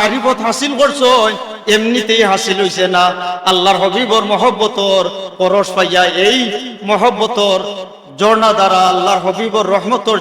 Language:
Sylheti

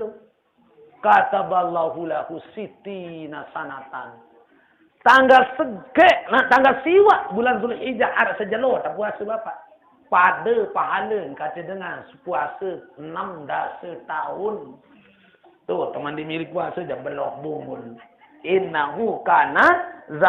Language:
Sasak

